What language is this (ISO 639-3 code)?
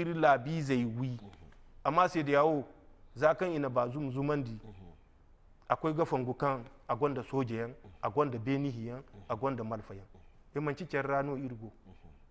dje